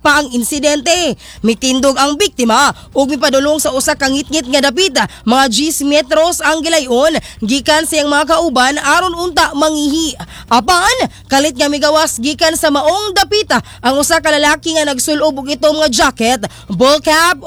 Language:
Cebuano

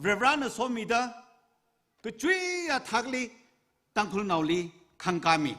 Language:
Tangkhul Naga (India)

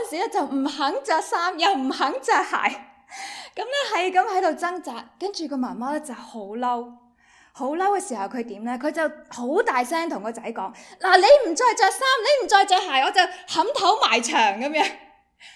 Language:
Cantonese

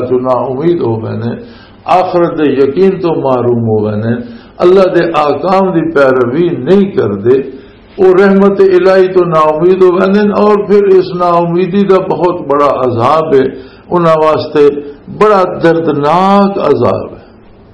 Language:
Western Panjabi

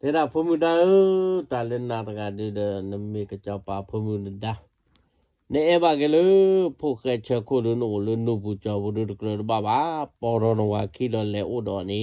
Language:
S'gaw Karen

